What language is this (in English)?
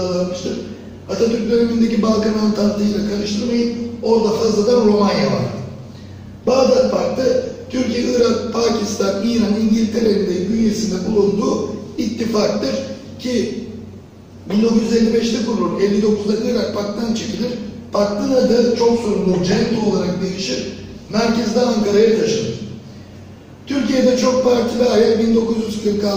Turkish